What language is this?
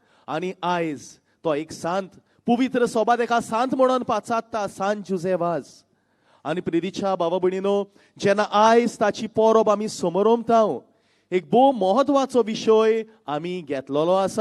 Konkani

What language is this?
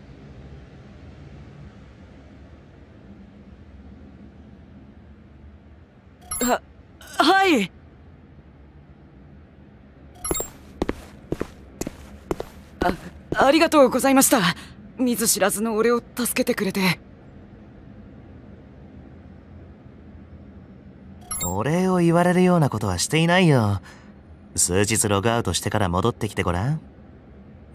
Japanese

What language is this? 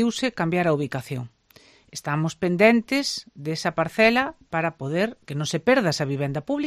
Galician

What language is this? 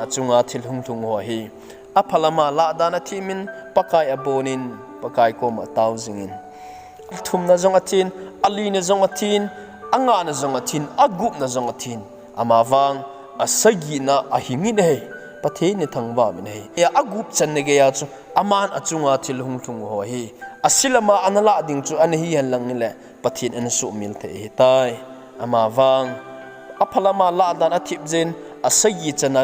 Thado Chin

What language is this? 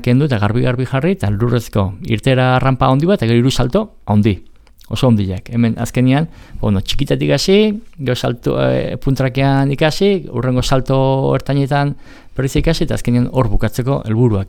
Basque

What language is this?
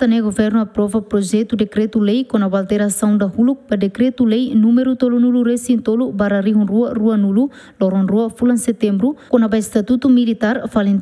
Tetum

